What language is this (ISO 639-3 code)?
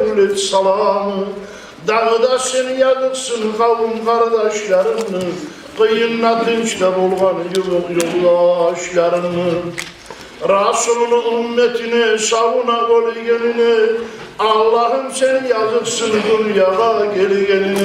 kum